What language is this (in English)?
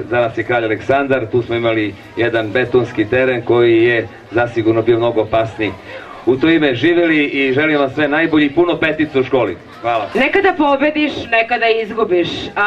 Serbian